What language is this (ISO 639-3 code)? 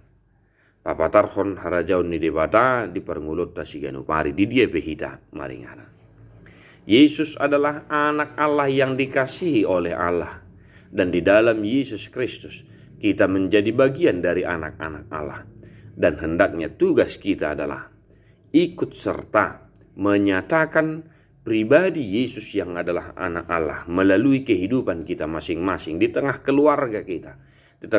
bbc